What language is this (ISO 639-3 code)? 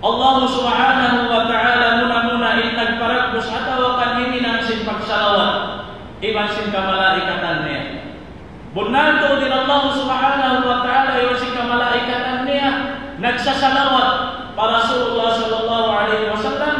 tsg